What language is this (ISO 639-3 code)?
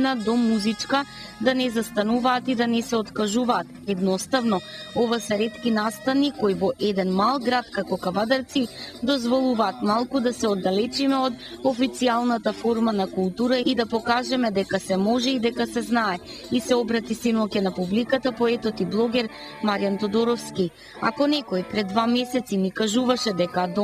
mkd